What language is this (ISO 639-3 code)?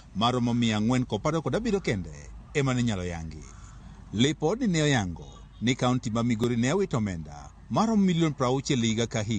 luo